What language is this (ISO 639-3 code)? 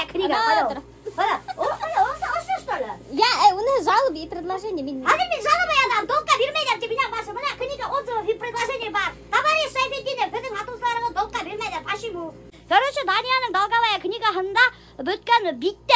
bak